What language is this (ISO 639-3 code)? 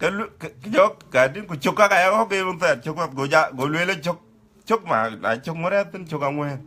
din